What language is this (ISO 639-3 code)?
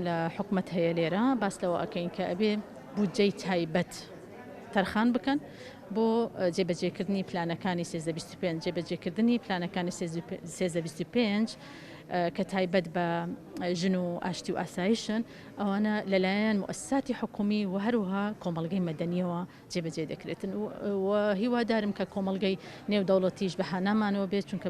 ckb